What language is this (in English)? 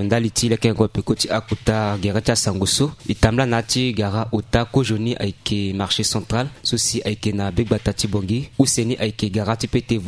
Sango